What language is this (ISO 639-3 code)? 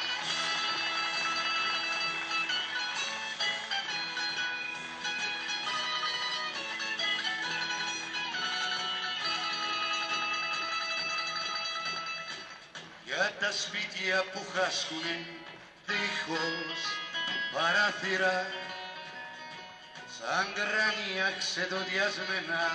ell